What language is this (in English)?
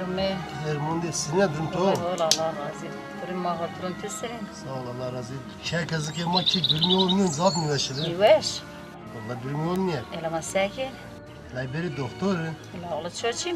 Zaza